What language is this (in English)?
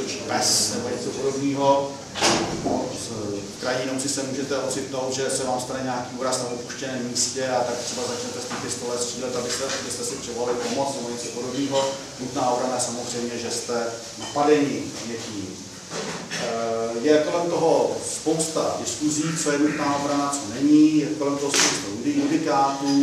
Czech